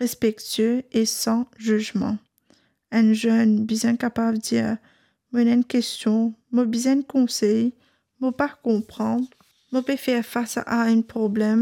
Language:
Morisyen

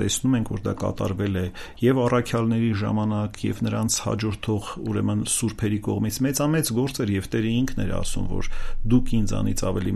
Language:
Armenian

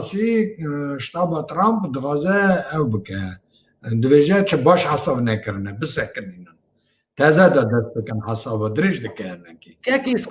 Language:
Kurdish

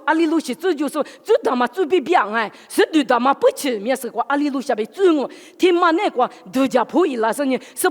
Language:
Lisu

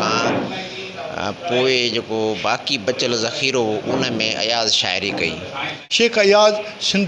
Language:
Sindhi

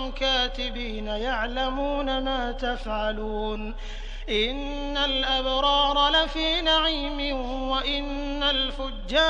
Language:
Arabic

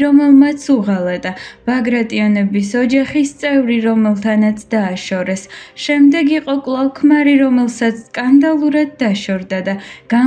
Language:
Georgian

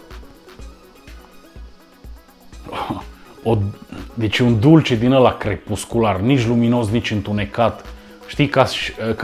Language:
Romanian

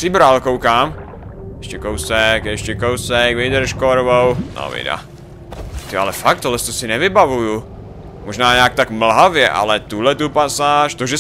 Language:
Czech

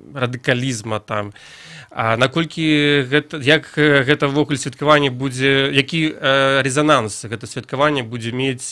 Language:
Belarusian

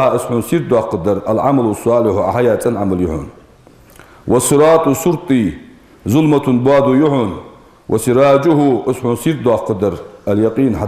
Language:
Ingush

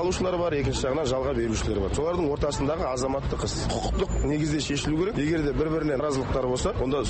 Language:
Kazakh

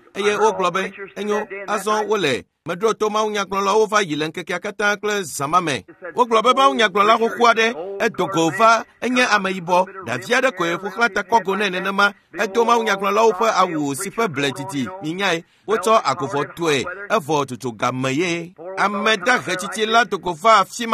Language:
Ewe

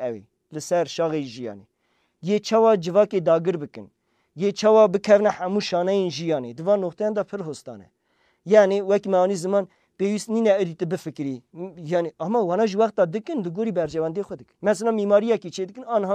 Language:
Kurdish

